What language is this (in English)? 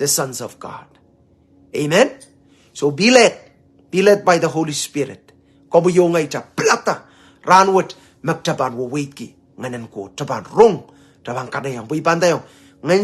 Pohnpeian